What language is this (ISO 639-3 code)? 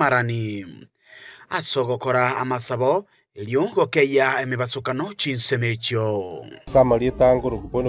guz